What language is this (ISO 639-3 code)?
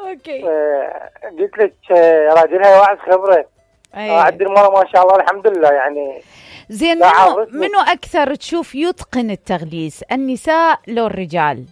acm